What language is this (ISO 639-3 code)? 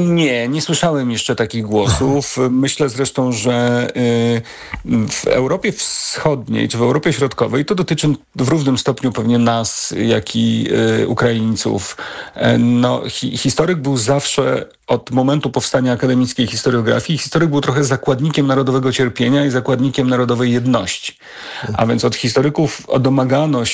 pol